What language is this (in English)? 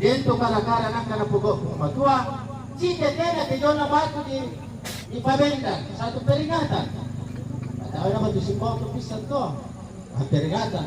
Toraja-Sa'dan